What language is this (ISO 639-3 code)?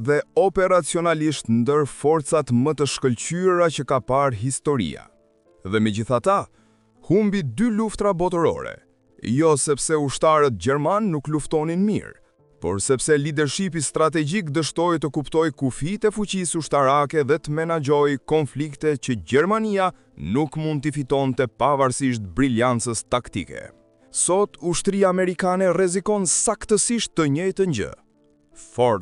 sqi